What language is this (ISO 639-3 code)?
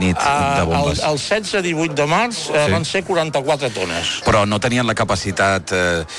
cat